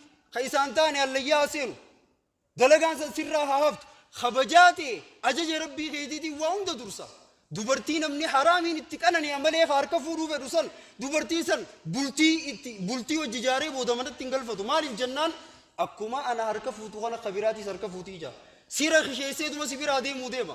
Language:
Oromo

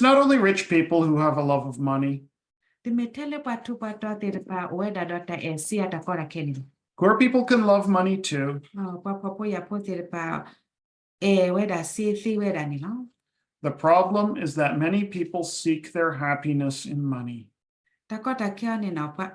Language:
S'gaw Karen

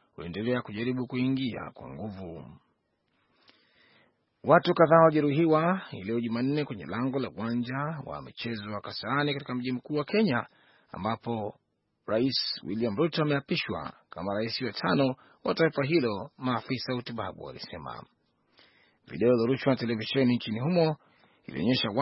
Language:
Swahili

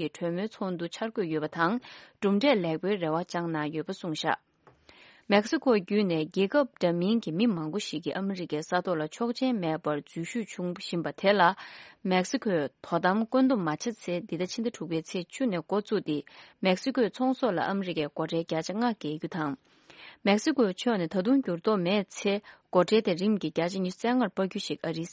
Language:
Tibetan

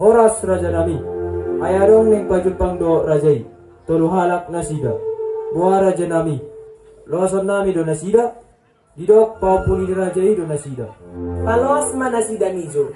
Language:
Batak Toba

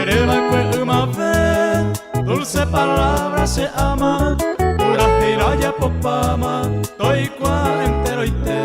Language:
Guarani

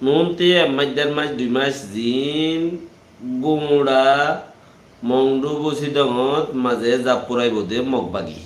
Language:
Rohingya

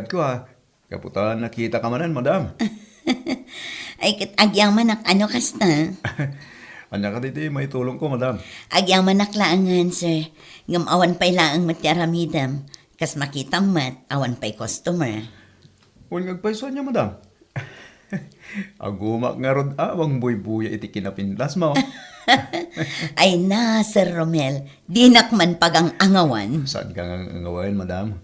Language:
Iloko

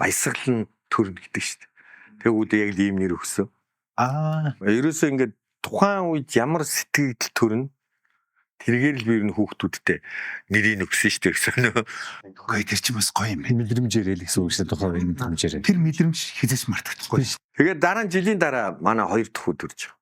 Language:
Mongolian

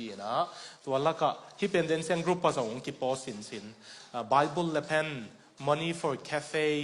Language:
Tedim Chin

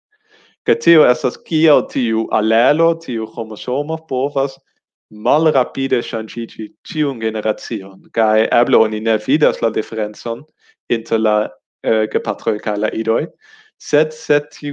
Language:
Esperanto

